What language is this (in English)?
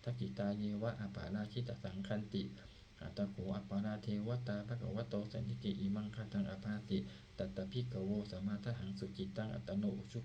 Pali